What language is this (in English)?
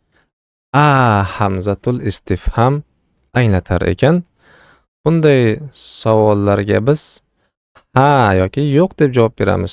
Uzbek